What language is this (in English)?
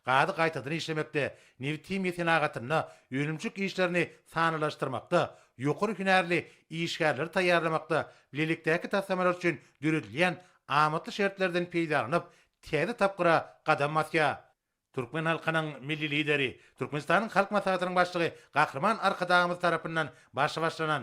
Turkmen